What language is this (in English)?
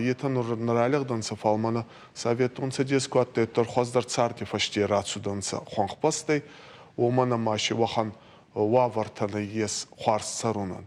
Ossetic